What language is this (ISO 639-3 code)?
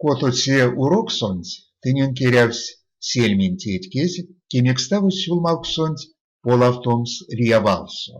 myv